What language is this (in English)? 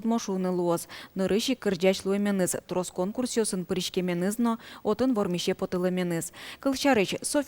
Udmurt